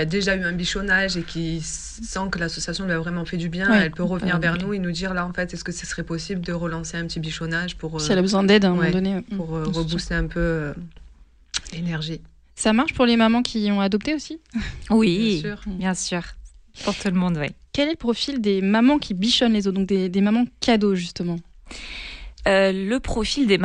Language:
French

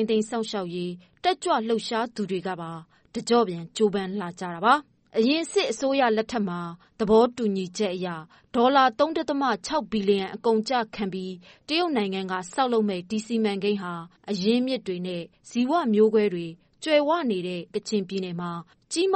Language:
Burmese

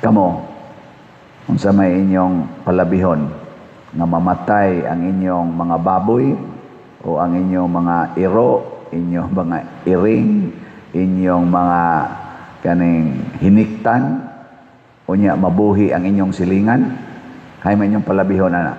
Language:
Cebuano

